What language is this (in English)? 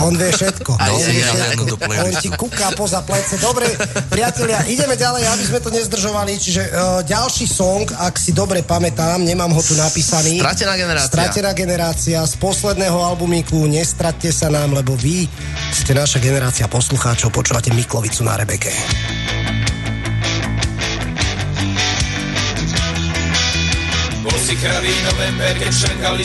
Slovak